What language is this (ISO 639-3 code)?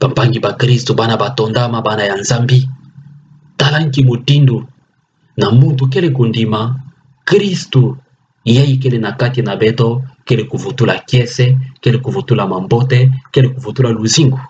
ktu